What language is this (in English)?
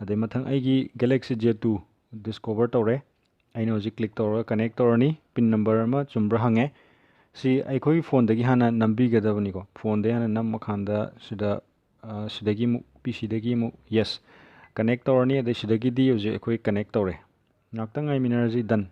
Manipuri